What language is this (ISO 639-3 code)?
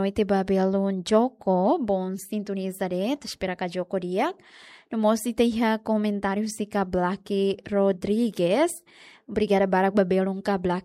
tet